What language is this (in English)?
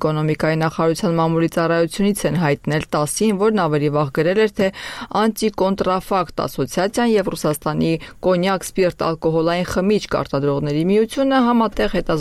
Armenian